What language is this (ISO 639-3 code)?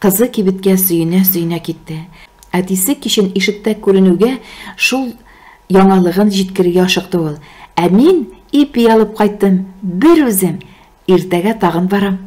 tat